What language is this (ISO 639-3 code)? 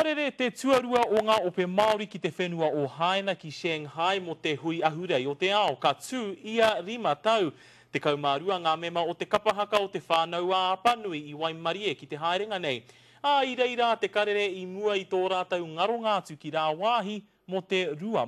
mri